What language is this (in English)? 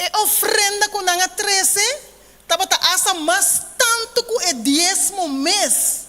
Papiamento